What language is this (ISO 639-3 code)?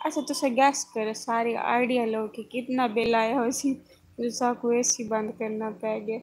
skr